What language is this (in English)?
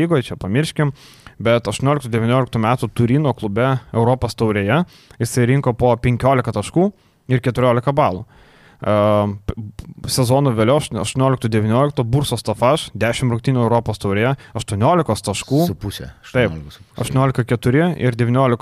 Lithuanian